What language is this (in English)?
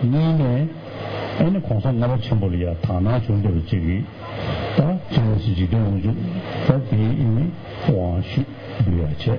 Tibetan